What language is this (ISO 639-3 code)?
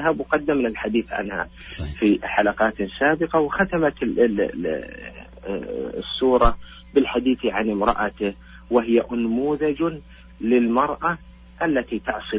ara